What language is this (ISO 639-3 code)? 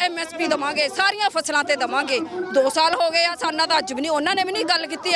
pan